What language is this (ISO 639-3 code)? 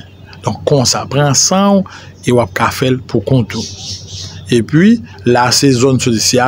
hat